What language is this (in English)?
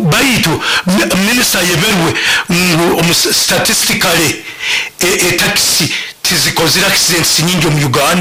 Nyoro